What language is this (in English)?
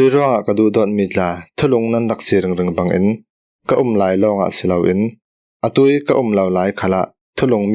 Falam Chin